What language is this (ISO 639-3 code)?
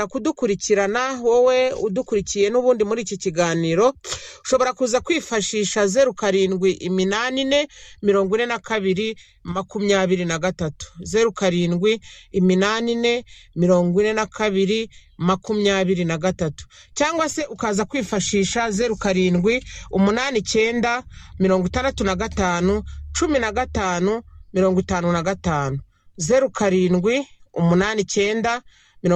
kin